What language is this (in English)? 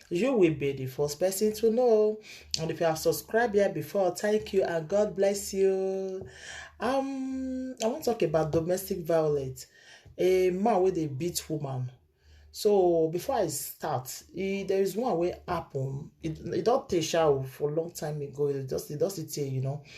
Nigerian Pidgin